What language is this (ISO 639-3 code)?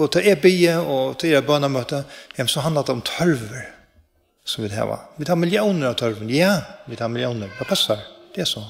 fao